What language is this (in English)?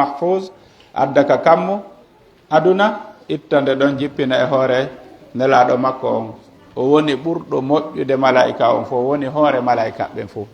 Pular